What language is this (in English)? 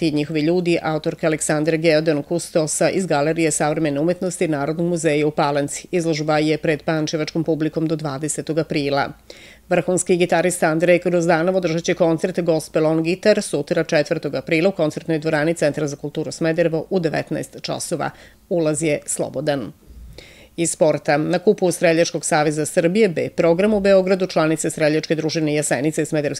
Serbian